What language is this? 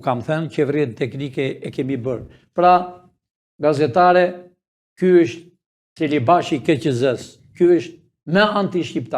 Albanian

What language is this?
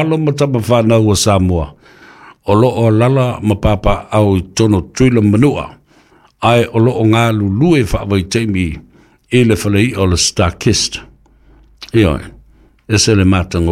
Samoan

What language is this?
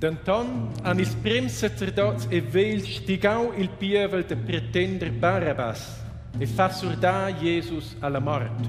Romansh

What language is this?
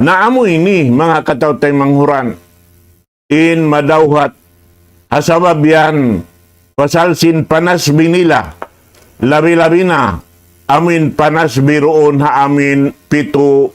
Tausug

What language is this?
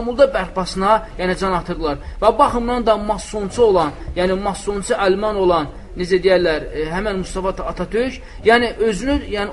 Azerbaijani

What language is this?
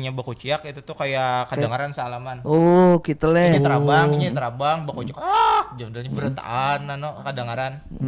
Banjar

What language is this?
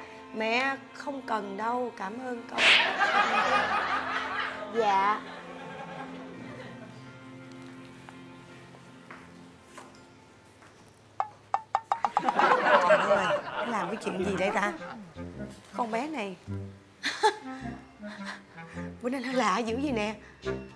Vietnamese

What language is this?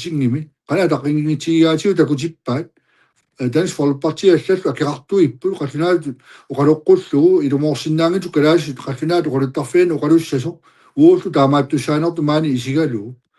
Kalaallisut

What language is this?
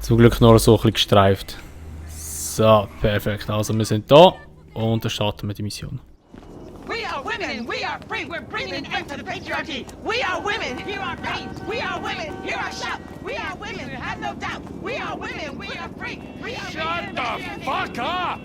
Swiss German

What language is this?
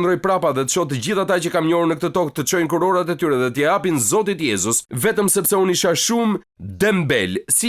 Albanian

